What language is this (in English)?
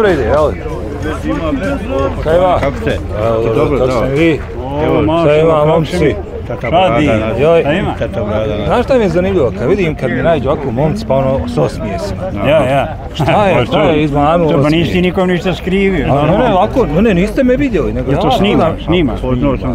Bosnian